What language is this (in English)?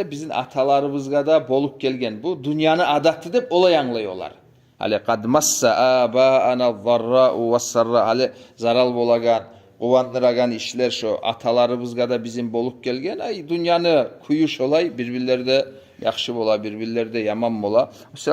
Kumyk